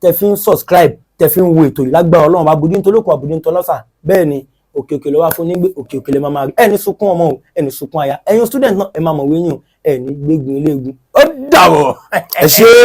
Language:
Yoruba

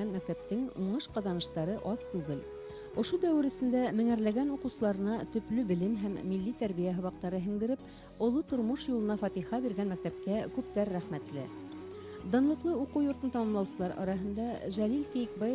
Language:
Bashkir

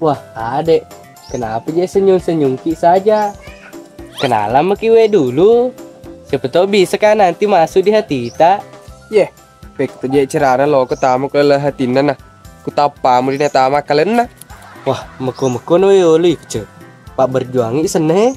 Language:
Buginese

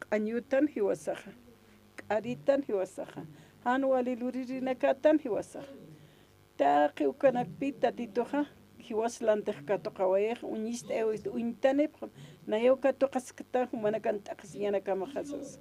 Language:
Aymara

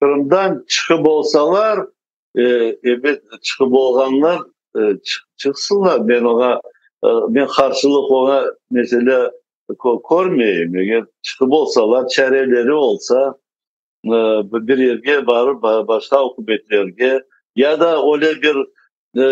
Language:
Crimean Tatar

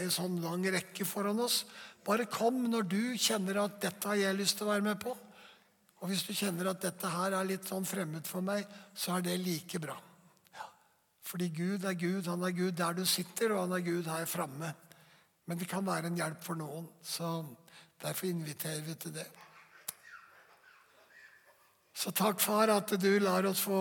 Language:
Norwegian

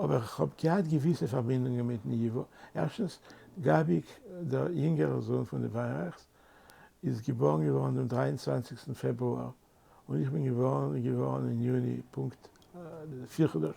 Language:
Yiddish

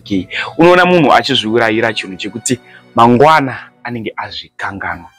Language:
Shona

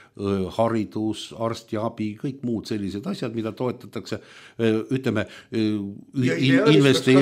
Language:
Estonian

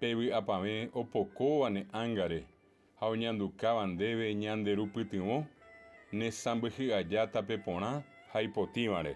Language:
Guarani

